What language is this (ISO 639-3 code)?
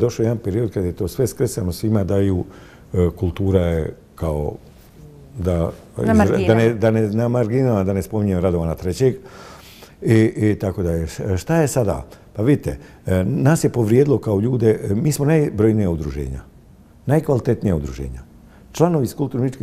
bos